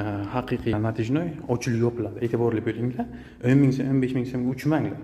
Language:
Uzbek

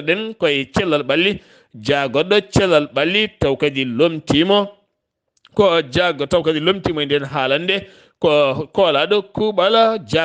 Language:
Fula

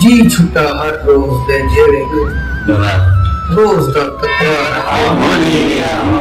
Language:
Saraiki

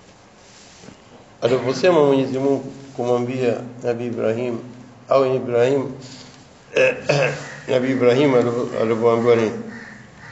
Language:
Swahili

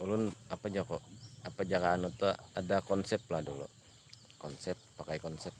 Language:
Banjar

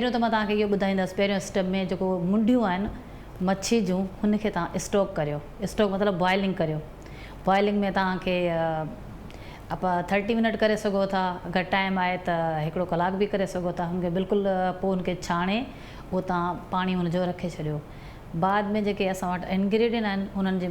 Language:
Sindhi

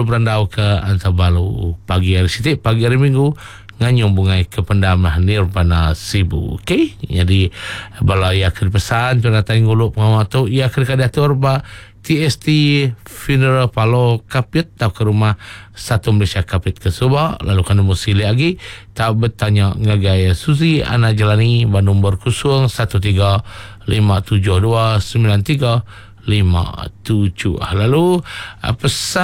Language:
Iban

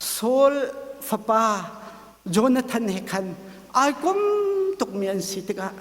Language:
Hakha Chin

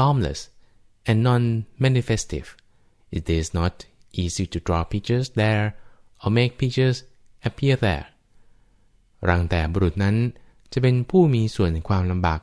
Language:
Thai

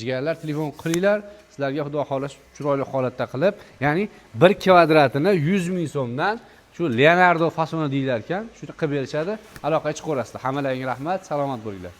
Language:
Uzbek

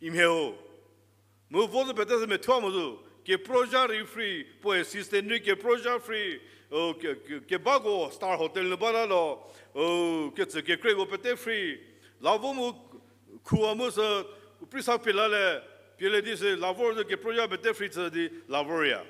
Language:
Angami Naga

